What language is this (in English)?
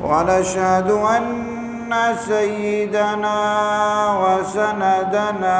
Eastern Balochi